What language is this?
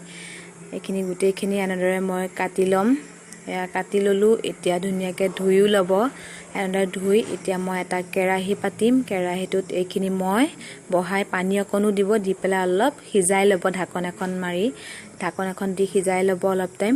Assamese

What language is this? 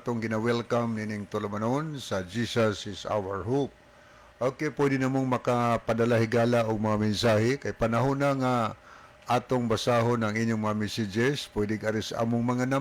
Cebuano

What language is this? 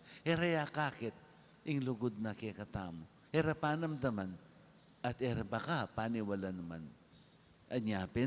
Pampanga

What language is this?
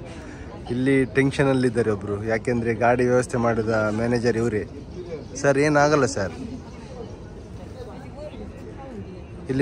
Kannada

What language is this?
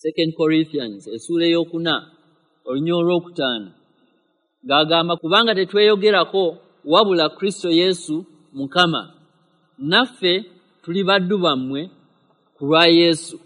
Ganda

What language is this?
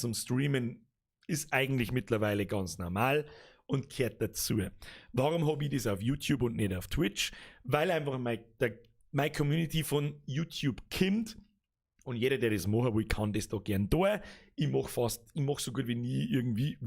Bavarian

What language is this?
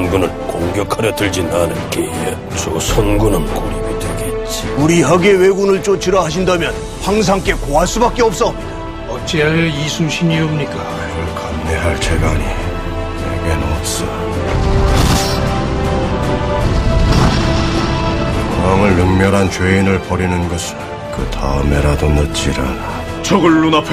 Korean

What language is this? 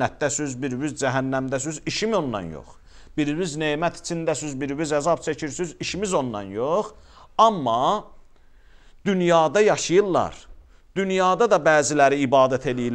Azerbaijani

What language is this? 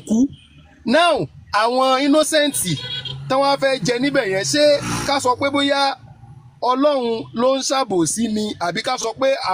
Yoruba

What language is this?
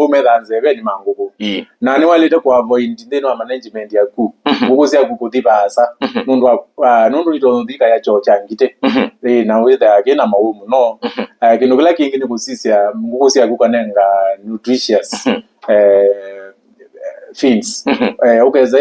Kamba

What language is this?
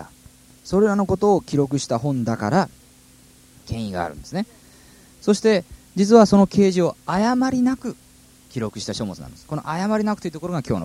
Japanese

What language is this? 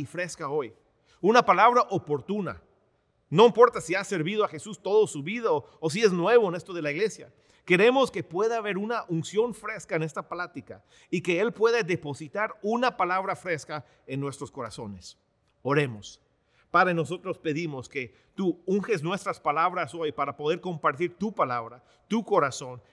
Spanish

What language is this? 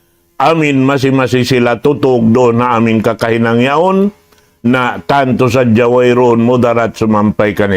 Tausug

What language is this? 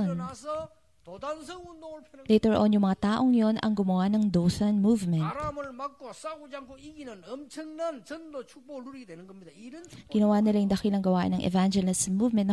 Filipino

